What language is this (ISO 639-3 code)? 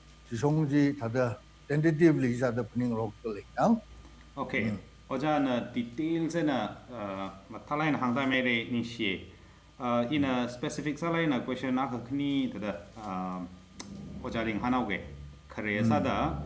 nmf